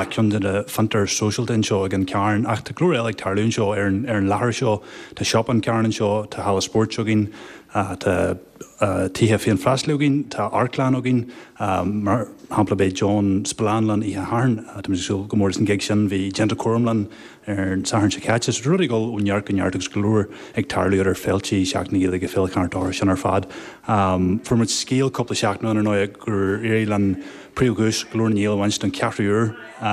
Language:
Irish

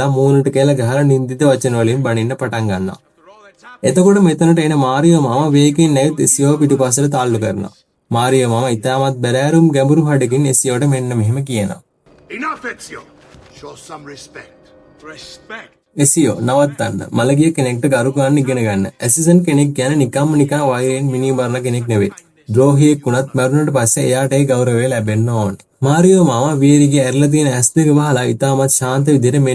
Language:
Sinhala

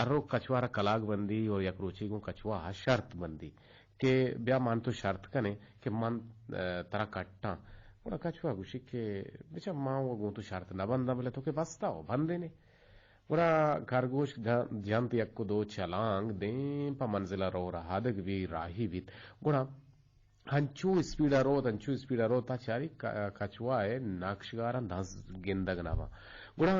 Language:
Eastern Balochi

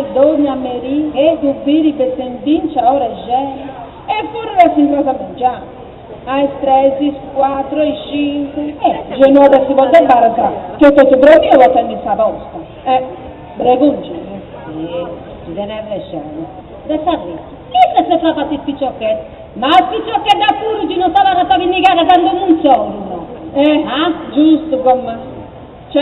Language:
Sardinian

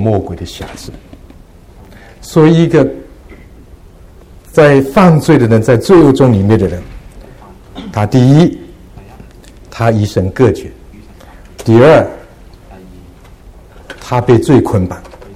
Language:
Chinese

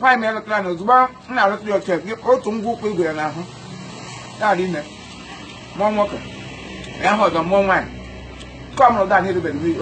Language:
Igbo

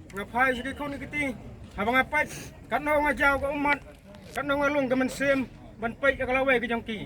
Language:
Khasi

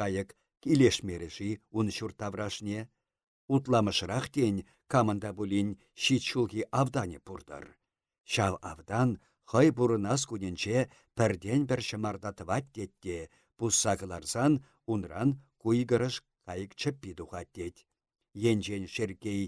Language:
Chuvash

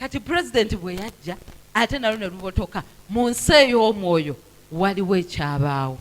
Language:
Ganda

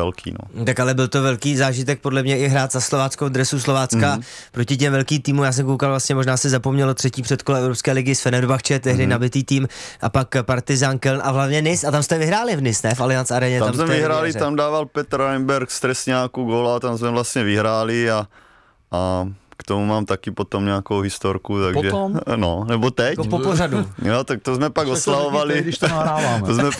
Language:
Czech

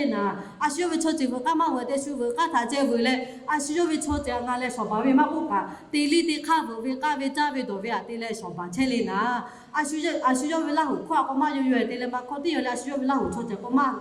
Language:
Lahu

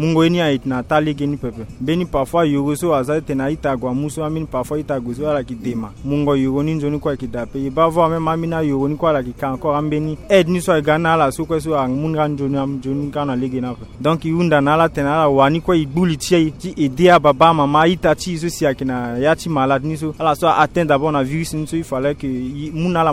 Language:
Sango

